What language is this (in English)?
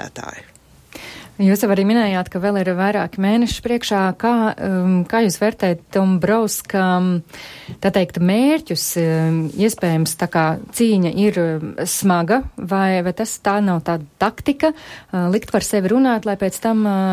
Latvian